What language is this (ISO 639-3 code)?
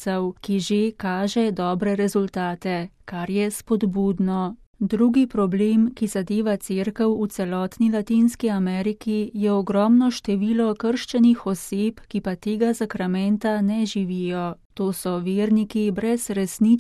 slv